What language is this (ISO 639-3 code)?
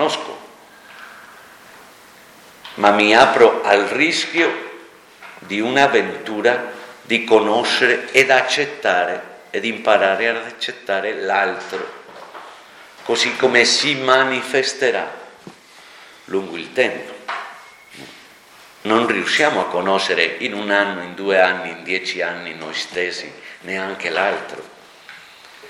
ita